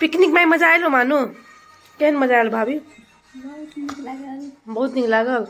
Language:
Maithili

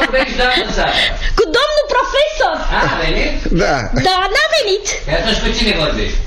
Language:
Romanian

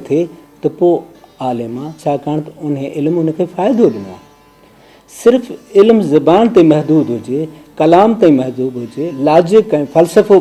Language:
Sindhi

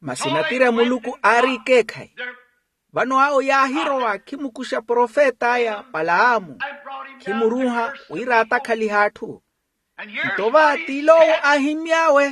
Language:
Makhuwa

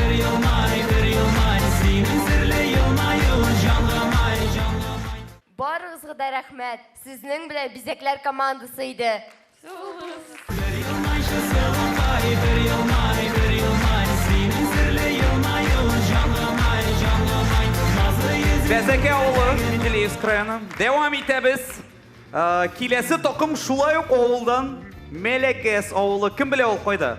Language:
Tatar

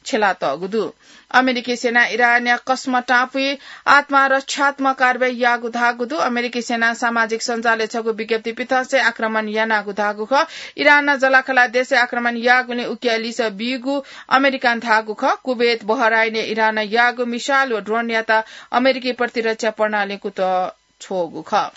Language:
Newari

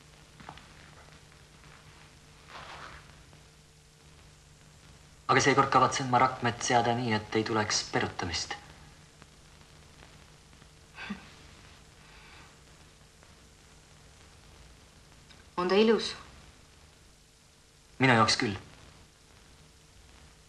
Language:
Estonian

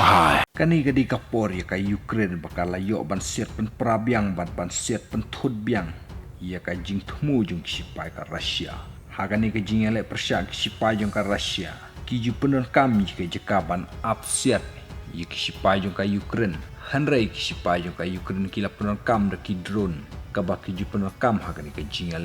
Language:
Khasi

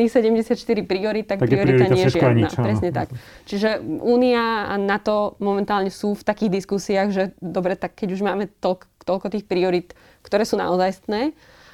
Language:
Slovak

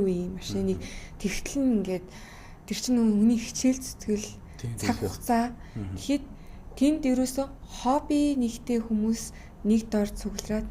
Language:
Mongolian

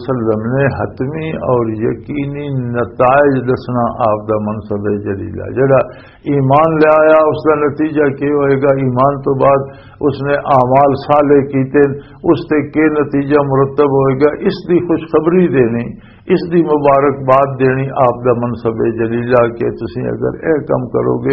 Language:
Western Panjabi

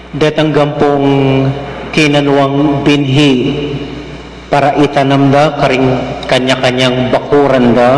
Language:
Pampanga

